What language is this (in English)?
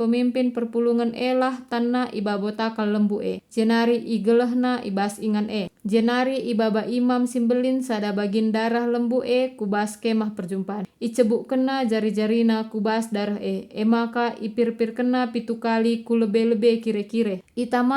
Batak Karo